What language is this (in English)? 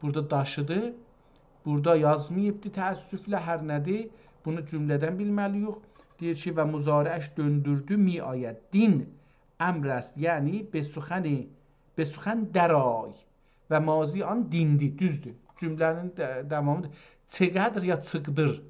South Azerbaijani